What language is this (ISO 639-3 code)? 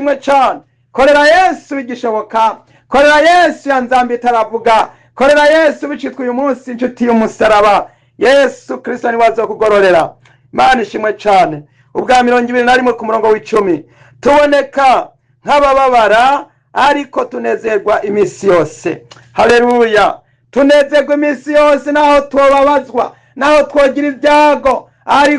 run